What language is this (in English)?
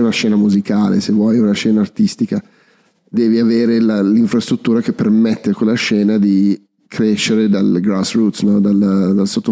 Italian